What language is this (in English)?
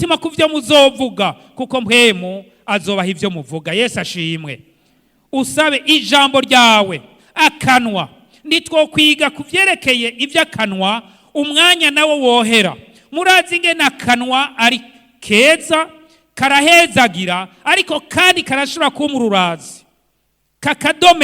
Rundi